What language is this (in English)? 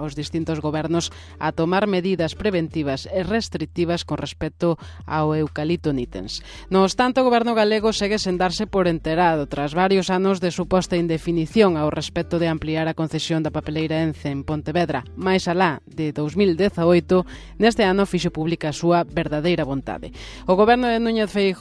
Galician